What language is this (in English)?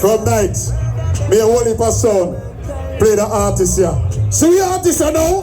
Jamaican Creole English